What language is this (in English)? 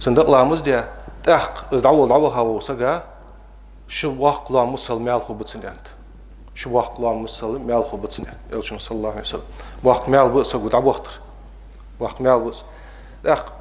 Ingush